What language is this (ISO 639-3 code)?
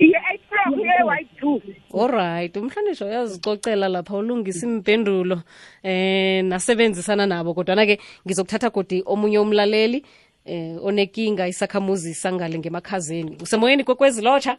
nbl